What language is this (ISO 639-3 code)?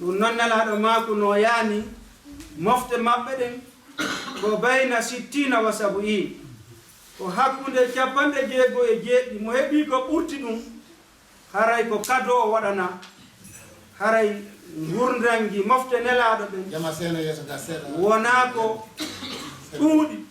ful